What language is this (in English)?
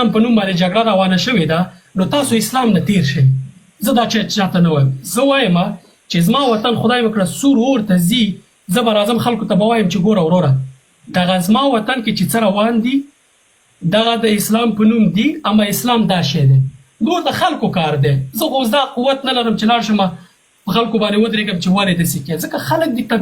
Pashto